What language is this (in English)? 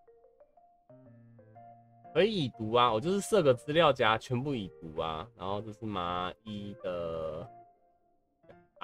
Chinese